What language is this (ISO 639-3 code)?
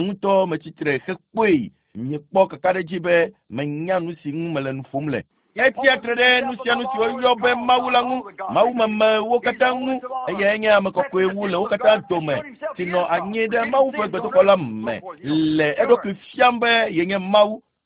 ewe